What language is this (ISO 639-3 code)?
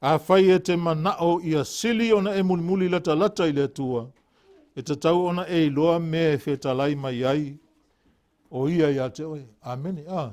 smo